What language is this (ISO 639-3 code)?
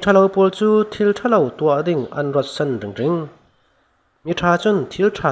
cfm